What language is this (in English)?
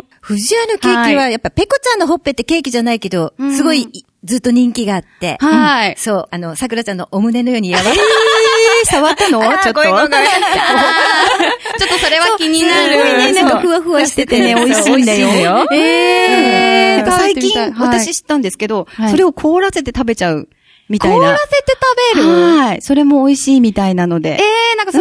Japanese